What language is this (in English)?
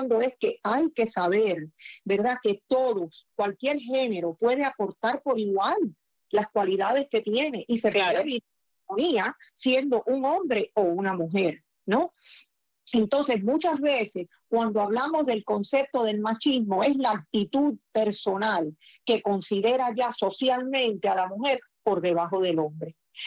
Spanish